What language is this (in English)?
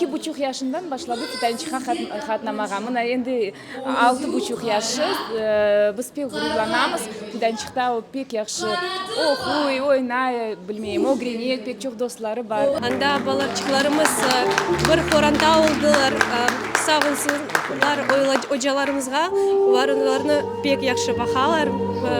Crimean Tatar